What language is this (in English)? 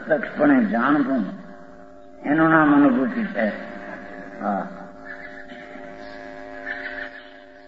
Gujarati